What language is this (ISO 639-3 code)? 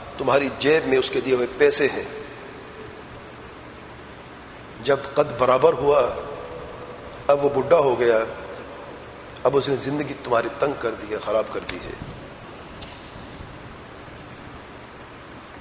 urd